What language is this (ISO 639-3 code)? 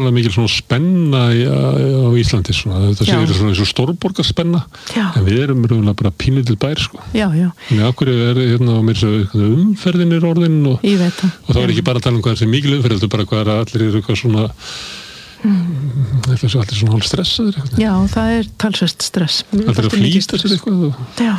isl